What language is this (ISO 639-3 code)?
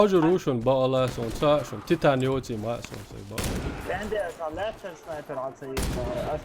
che